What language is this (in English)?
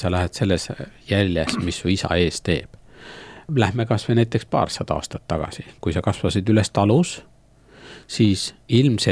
Estonian